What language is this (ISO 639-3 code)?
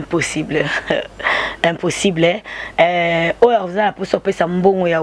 lin